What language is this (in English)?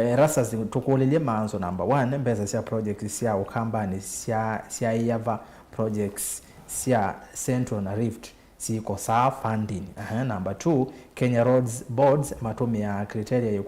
Kamba